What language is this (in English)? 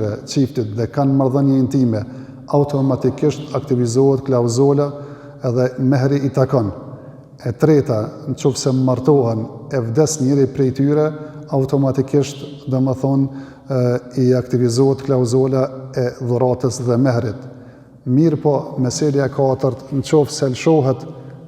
Albanian